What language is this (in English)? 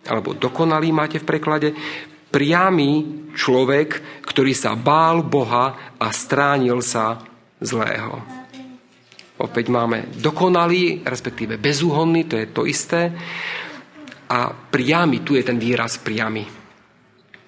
Slovak